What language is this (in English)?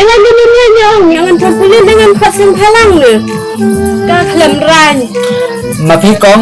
Khasi